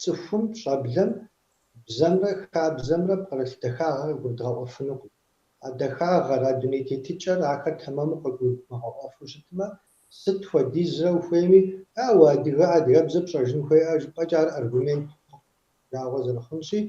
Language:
Kabardian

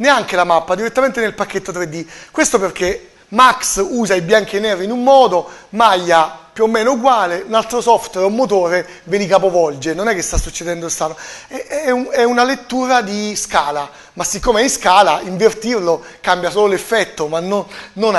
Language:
Italian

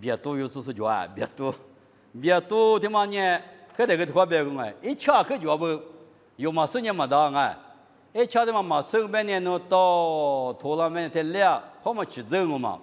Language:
Lisu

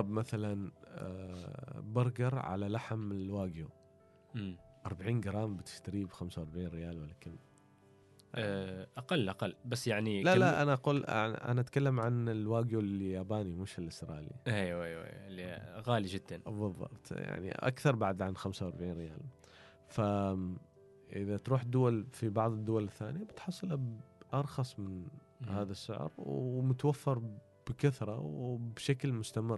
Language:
Gulf Arabic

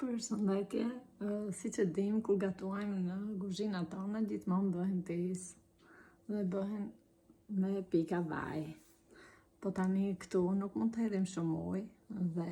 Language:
Albanian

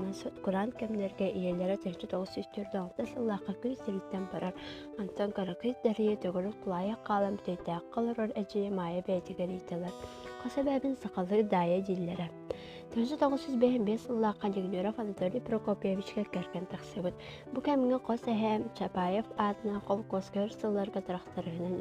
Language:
Yakut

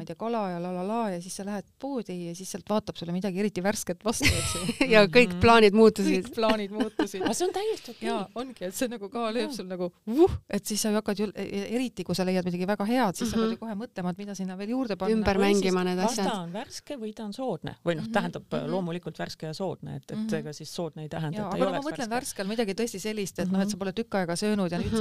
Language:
Estonian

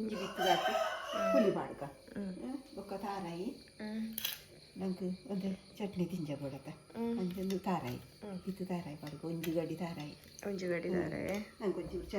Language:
Tulu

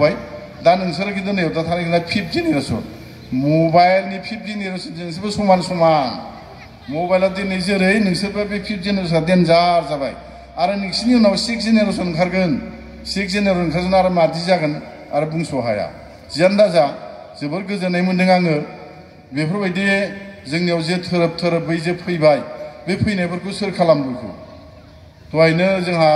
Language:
Bodo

